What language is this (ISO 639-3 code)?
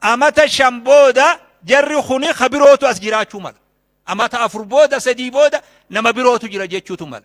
orm